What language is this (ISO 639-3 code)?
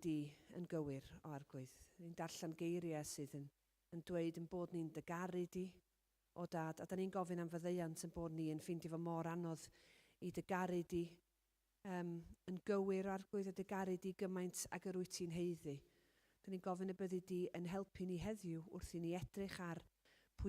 cym